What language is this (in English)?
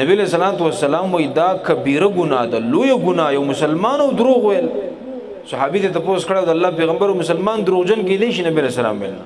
Pashto